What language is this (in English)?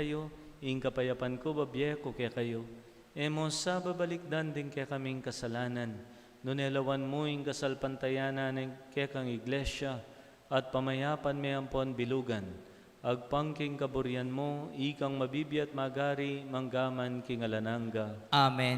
Pampanga